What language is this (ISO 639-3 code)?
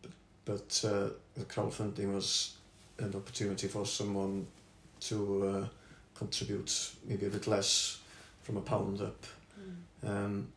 eng